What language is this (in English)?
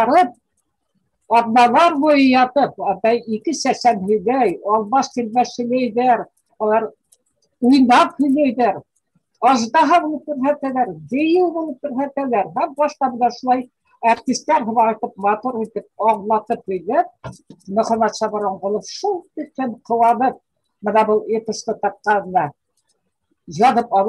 Bashkir